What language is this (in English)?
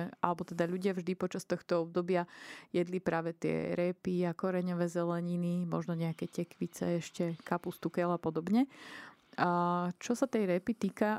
Slovak